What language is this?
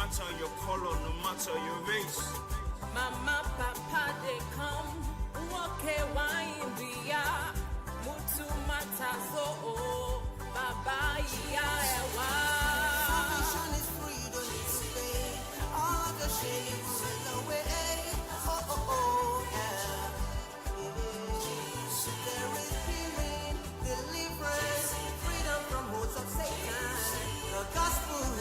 Ewe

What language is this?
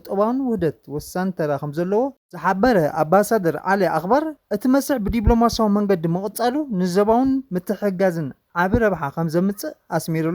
Tigrinya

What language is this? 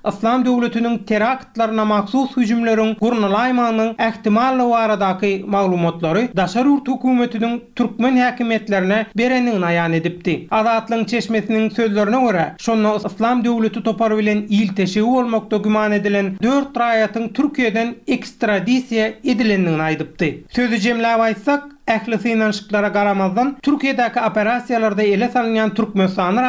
Turkmen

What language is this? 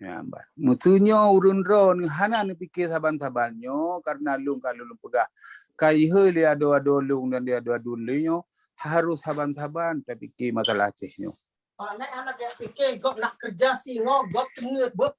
Achinese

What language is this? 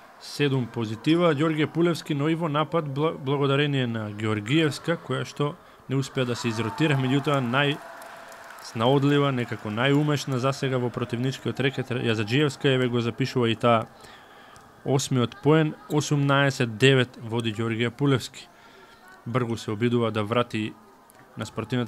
Macedonian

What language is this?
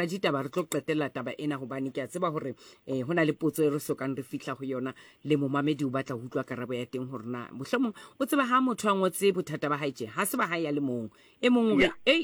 Southern Sotho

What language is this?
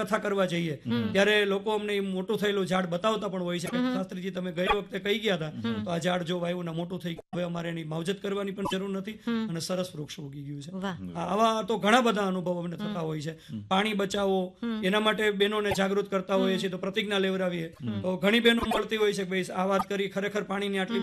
Gujarati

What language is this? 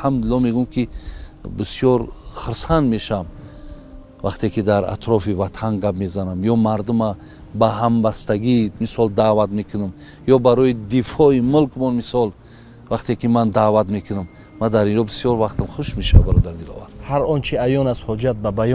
Tajik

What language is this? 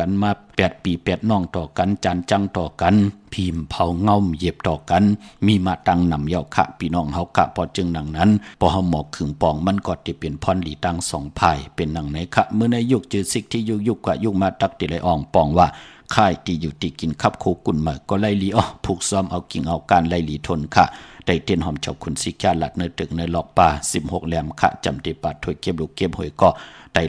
Shan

